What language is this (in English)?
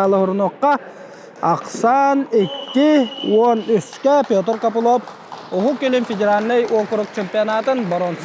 Yakut